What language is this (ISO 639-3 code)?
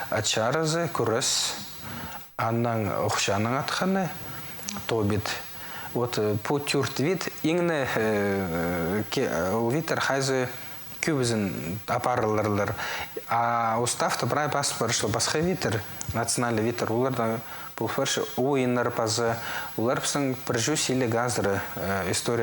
kjh